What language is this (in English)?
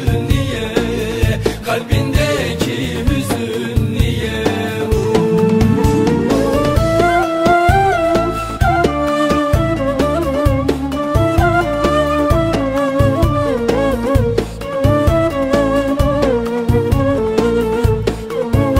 Turkish